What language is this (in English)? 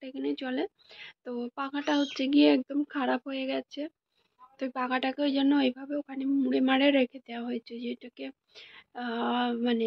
Bangla